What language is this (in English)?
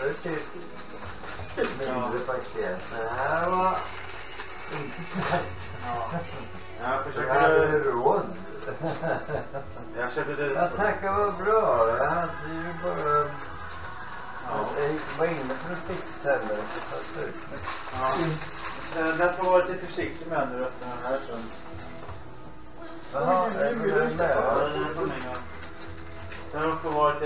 Swedish